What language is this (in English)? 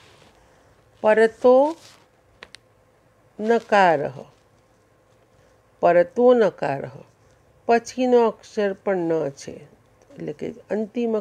Gujarati